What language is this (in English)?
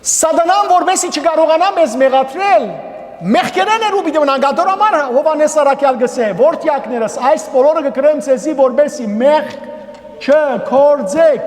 Western Armenian